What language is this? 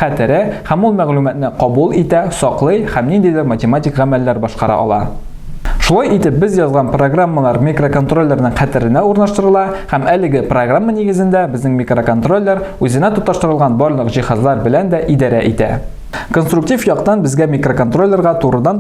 Tatar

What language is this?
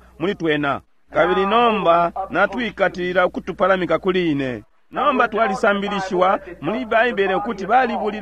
Bemba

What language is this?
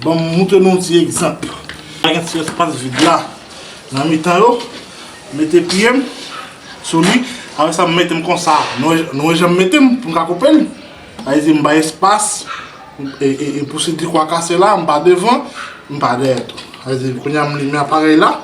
Haitian Creole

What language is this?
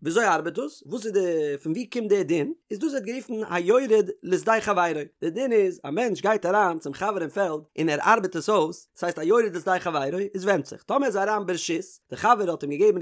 Yiddish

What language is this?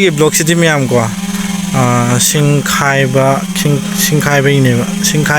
Manipuri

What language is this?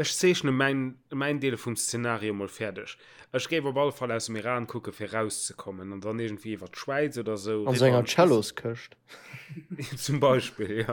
Luxembourgish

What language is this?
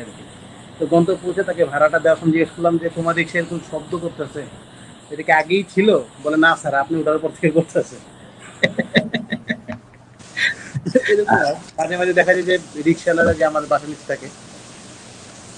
Bangla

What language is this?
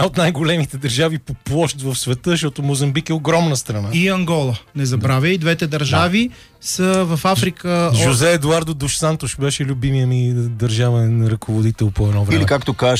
Bulgarian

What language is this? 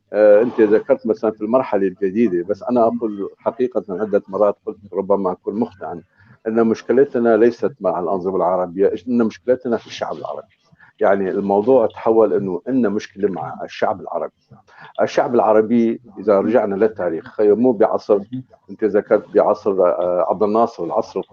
North Levantine Arabic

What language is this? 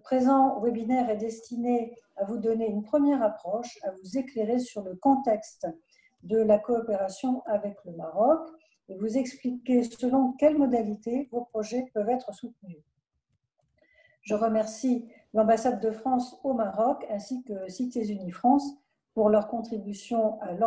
French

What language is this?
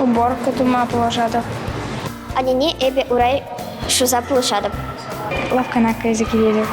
Chuvash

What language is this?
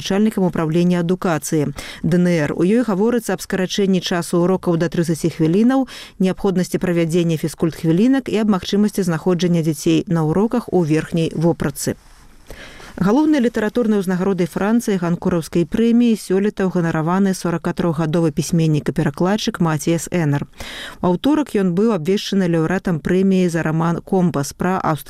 Belarusian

